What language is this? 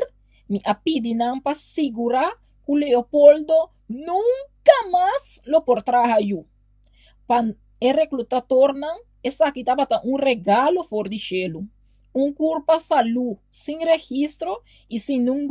Papiamento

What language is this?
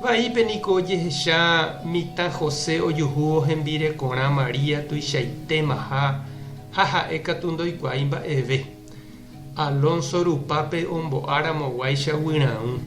Guarani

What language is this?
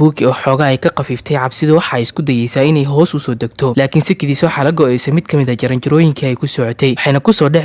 Somali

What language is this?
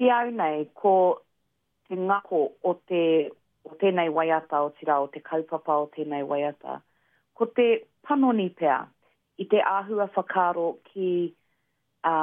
Māori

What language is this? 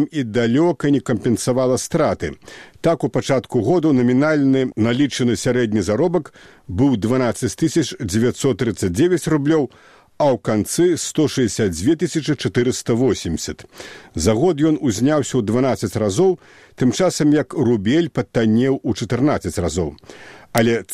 Belarusian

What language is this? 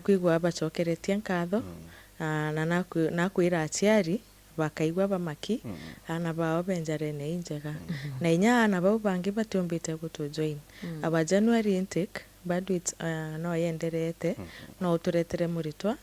Meru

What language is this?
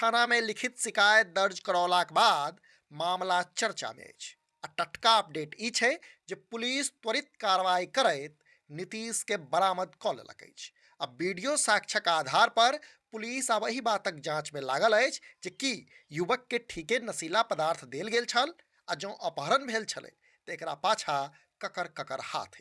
Maithili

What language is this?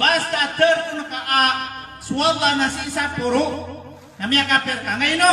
Maranao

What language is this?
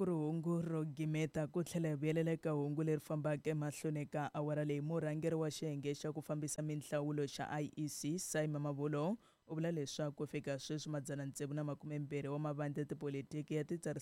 Tsonga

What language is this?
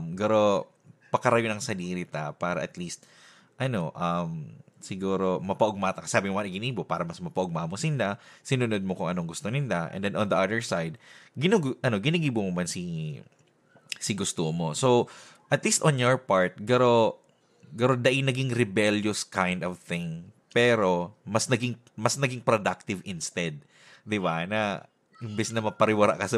Bikol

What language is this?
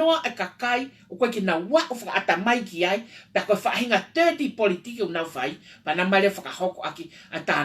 Tongan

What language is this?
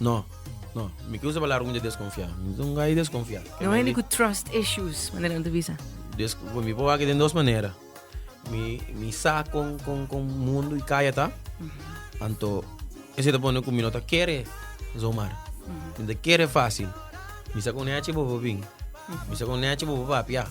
Papiamento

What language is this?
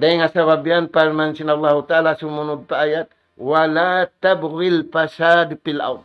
Tausug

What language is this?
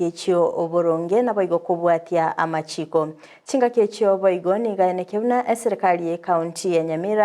Gusii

